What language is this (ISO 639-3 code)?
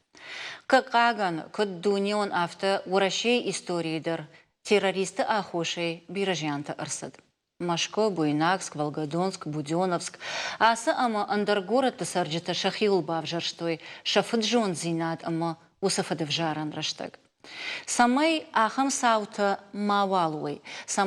oss